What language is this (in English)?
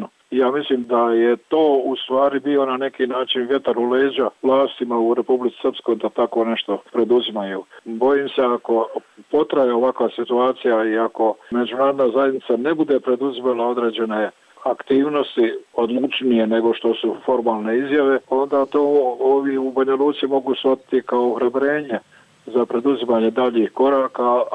Bosnian